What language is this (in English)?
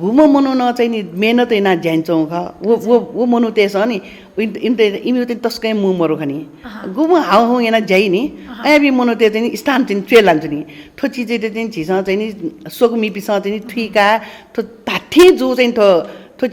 Newari